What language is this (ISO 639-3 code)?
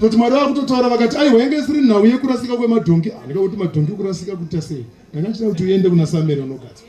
sna